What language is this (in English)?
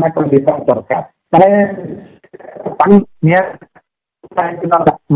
Odia